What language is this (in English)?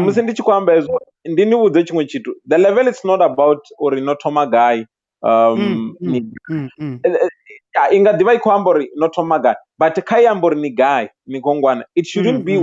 Venda